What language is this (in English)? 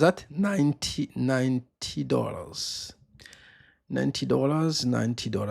Rundi